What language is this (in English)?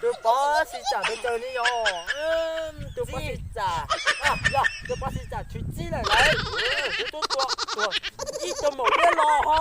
Hmong